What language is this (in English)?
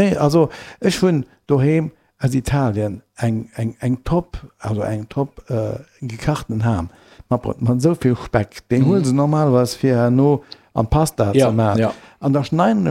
Luxembourgish